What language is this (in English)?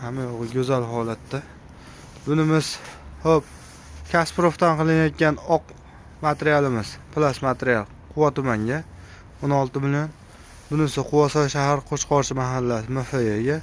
Uzbek